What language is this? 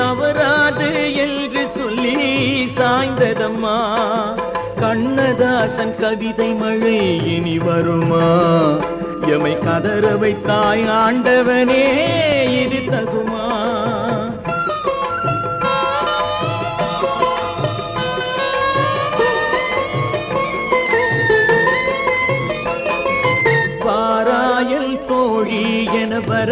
Tamil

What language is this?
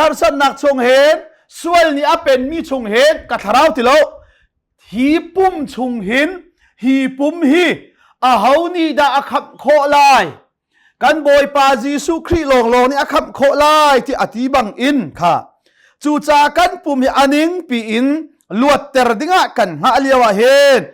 Hakha Chin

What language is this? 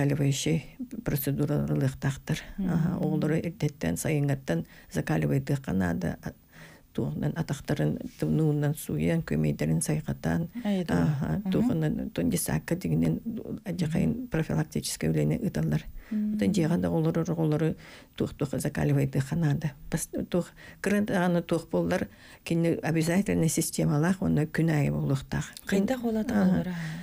Yakut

